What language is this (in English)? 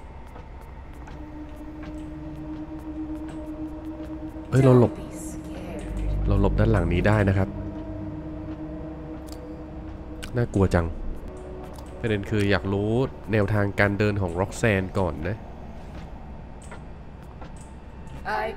Thai